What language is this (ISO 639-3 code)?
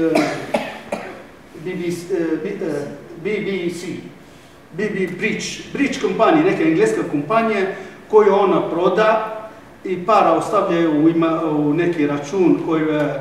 srp